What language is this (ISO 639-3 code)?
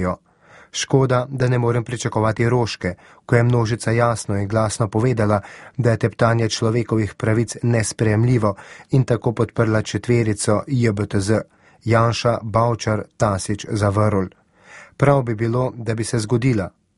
slv